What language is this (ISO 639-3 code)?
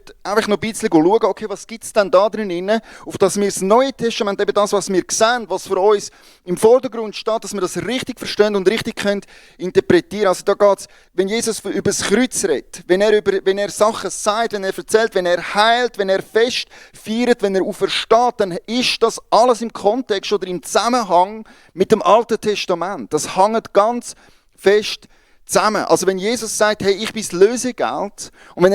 gsw